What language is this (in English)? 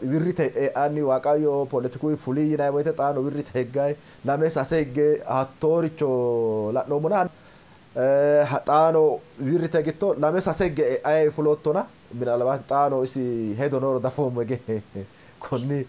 Sidamo